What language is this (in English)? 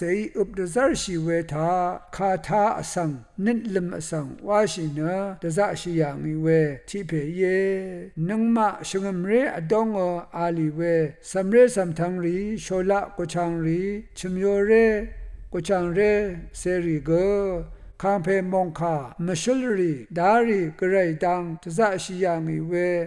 Rawang